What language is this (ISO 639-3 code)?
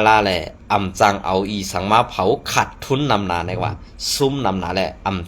shn